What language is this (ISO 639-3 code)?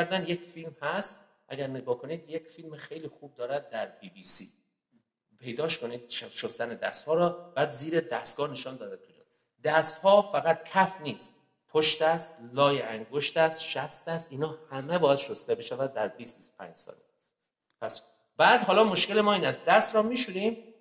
tgk